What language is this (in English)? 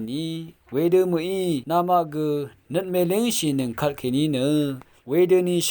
Rawang